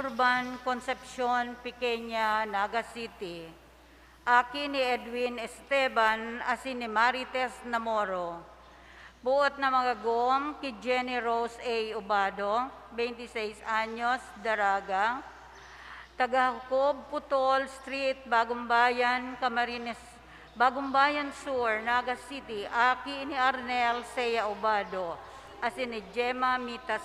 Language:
Bikol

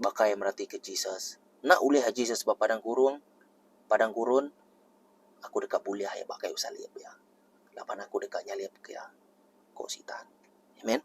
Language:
Iban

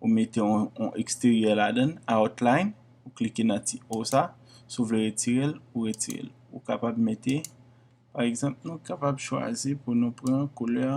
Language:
Haitian Creole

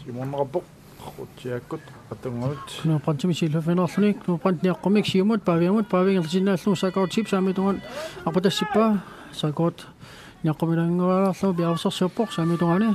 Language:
Kalaallisut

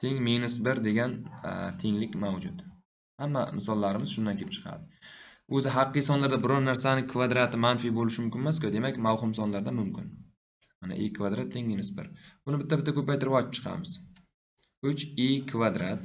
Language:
Uzbek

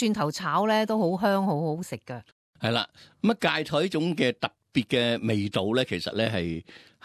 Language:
Cantonese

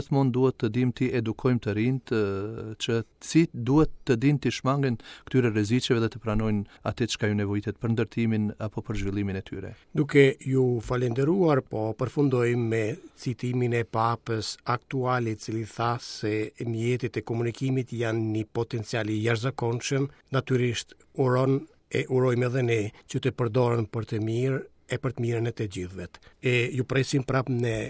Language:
Albanian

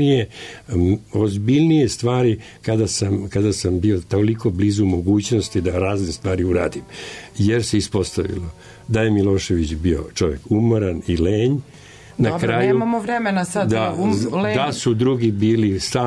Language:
Serbian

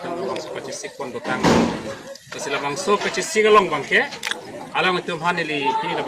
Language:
Karbi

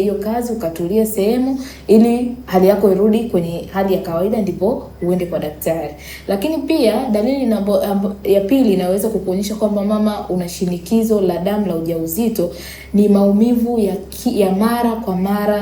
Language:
Swahili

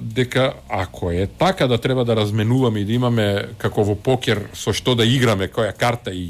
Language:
Macedonian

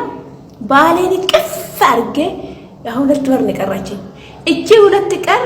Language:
Amharic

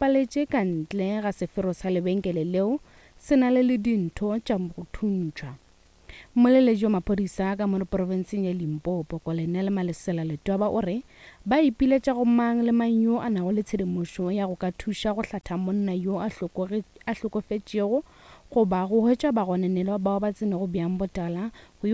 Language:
Northern Sotho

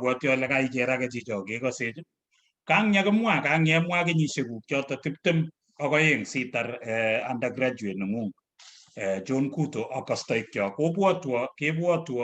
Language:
Kalenjin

